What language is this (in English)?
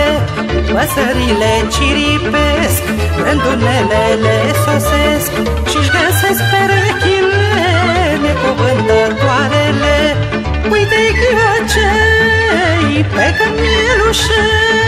Romanian